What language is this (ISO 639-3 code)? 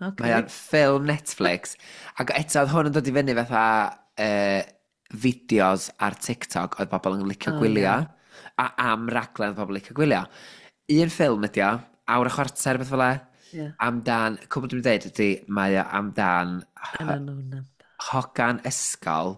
cym